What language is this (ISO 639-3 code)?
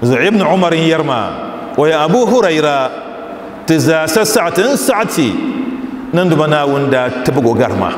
dag